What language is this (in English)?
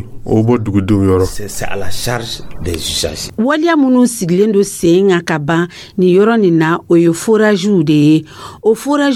Dyula